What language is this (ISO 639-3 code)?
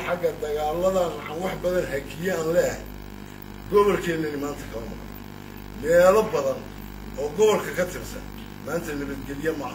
som